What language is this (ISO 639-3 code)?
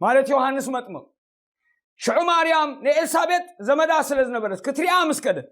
tir